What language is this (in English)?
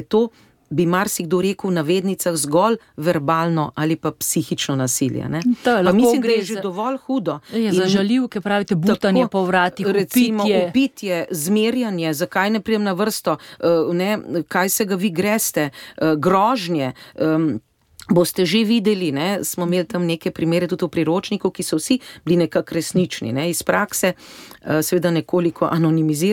Slovenian